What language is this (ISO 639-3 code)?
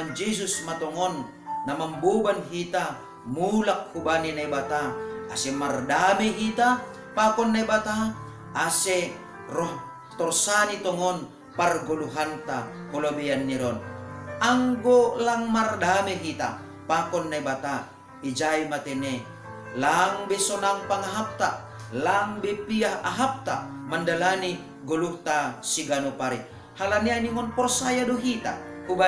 bts